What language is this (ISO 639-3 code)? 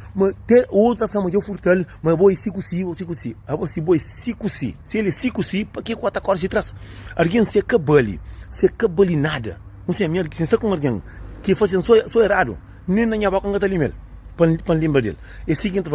kea